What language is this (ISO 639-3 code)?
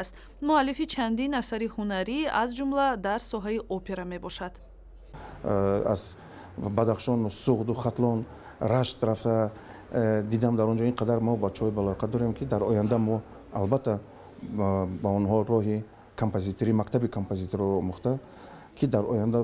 tgk